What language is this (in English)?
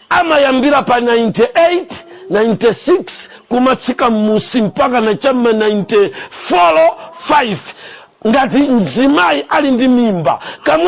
Nyanja